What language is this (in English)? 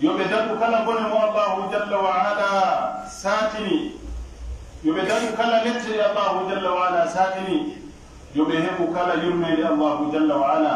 Pular